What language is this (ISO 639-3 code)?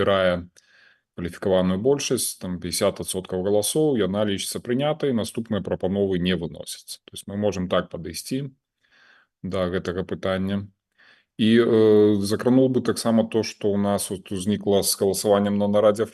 bel